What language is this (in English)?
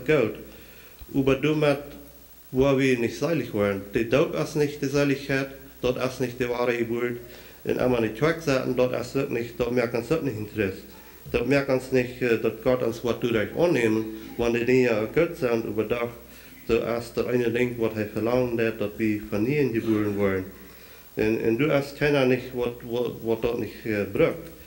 Plautdietsch